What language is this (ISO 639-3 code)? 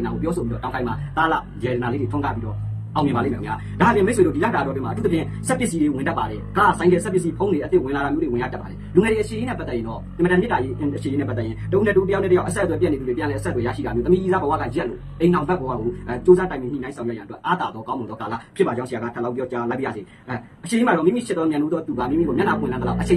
mya